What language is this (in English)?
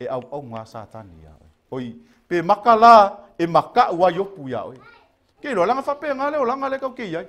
Samoan